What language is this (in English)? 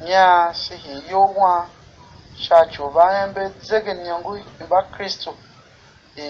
Tiv